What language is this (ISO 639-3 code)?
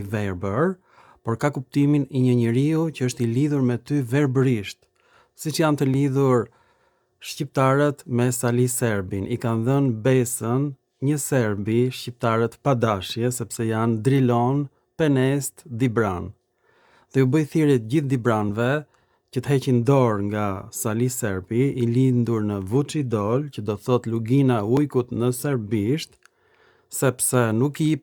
sqi